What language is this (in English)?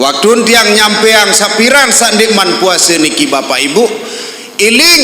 Sasak